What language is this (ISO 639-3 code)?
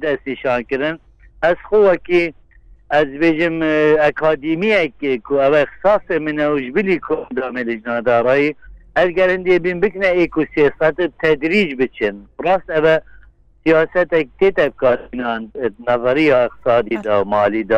kur